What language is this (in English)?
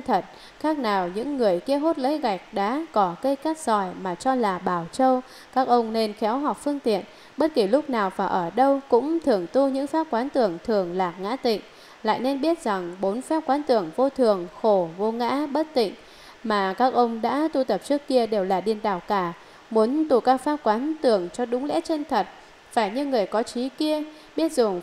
Vietnamese